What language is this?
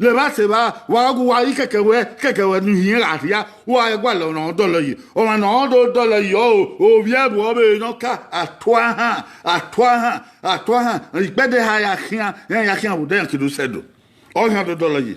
Bini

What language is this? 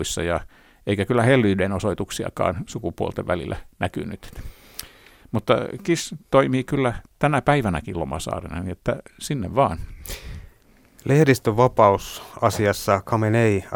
Finnish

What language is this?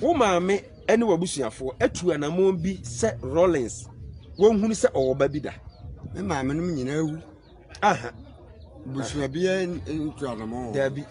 Akan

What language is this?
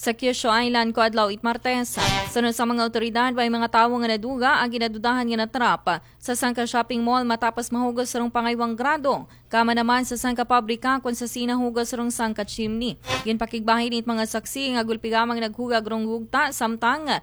Aklanon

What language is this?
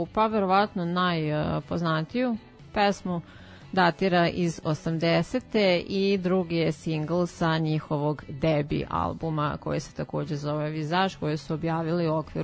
Serbian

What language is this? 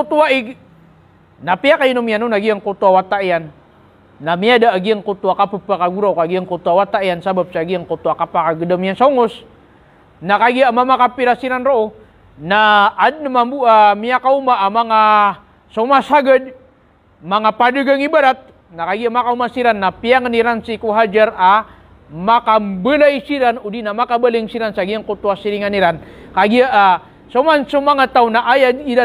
Maranao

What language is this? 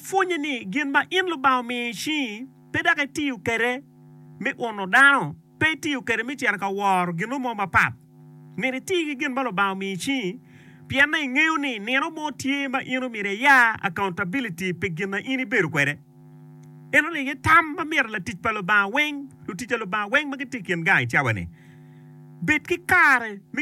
Acoli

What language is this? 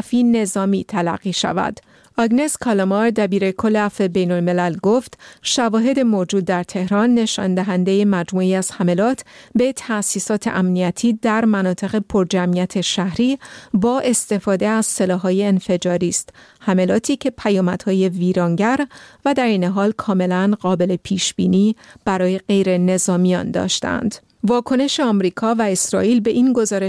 Persian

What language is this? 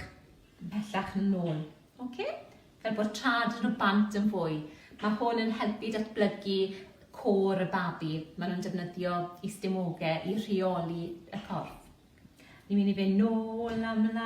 Welsh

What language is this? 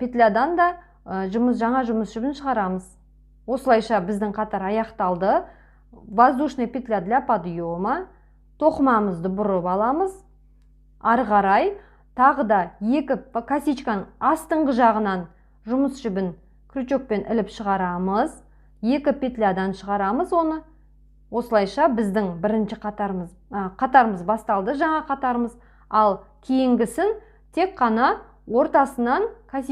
Kazakh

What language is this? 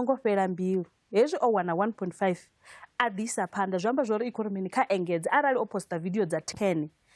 Venda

